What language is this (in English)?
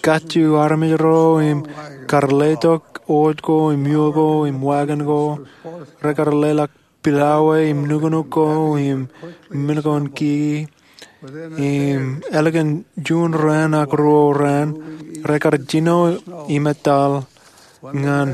Marshallese